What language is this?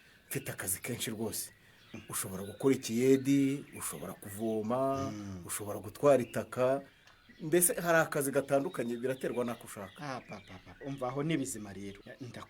Kinyarwanda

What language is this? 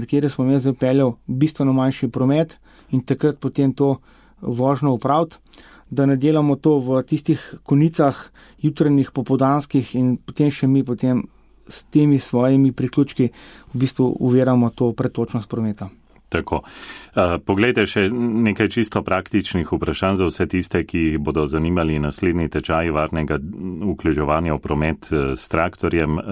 Slovenian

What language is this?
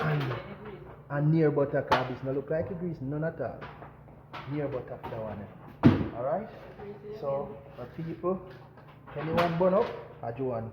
Jamaican Creole English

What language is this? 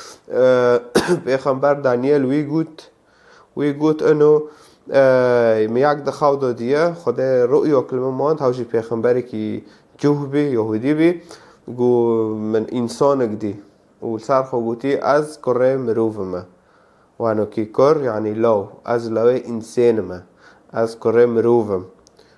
Kurdish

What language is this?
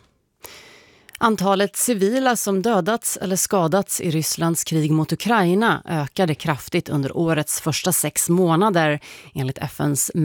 Swedish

